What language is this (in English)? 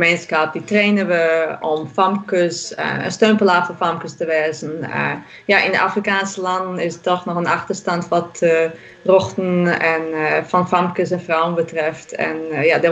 Western Frisian